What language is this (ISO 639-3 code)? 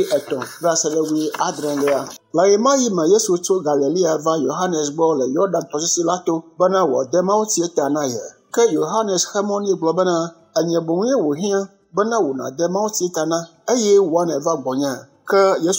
ewe